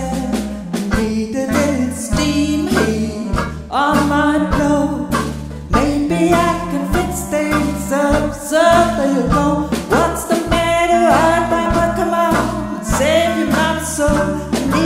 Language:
English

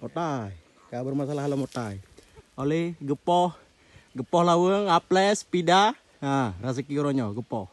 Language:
Achinese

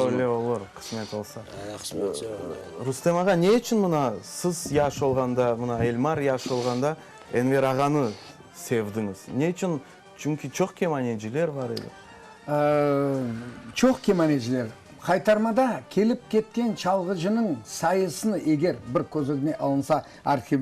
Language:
Crimean Tatar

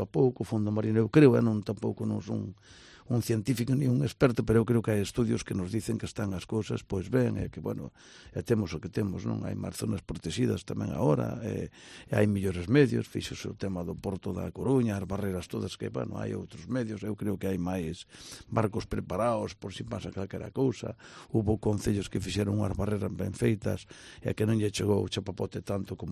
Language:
Galician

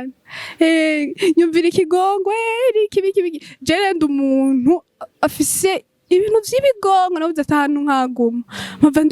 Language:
Rundi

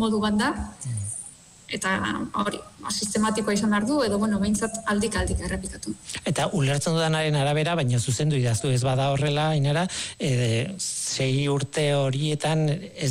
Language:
Basque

